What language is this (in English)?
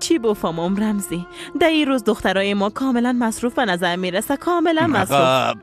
Persian